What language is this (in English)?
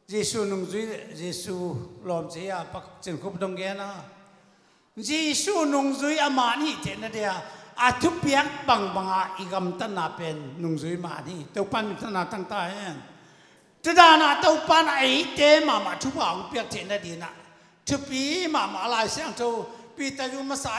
Tedim Chin